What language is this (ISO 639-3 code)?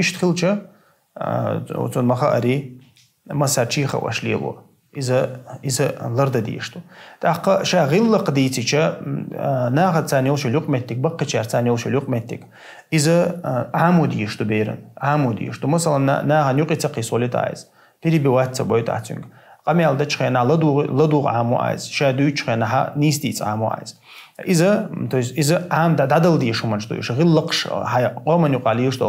che